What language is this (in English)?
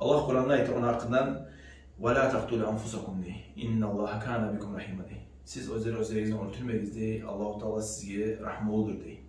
Kumyk